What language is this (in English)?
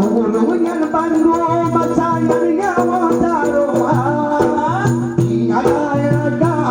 Achinese